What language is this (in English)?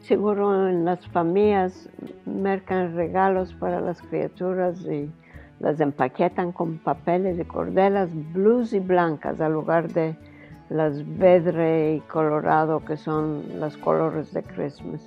Ladino